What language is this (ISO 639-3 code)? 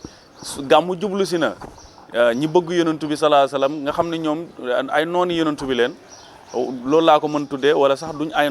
wol